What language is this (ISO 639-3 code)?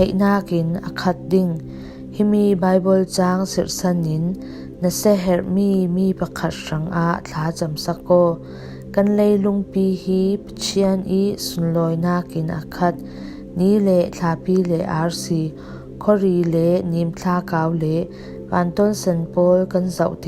cfm